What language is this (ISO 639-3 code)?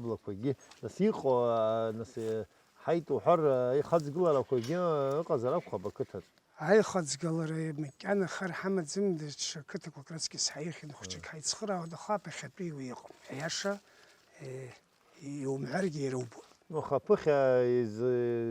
abk